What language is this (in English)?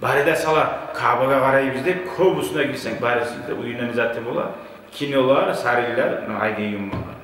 Kumyk